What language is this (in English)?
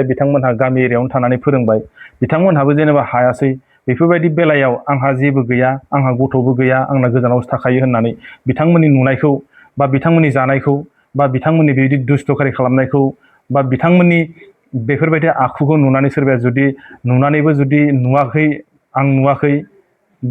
Bodo